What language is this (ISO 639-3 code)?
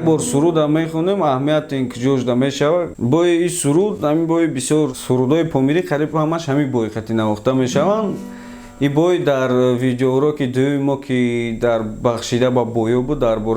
tgk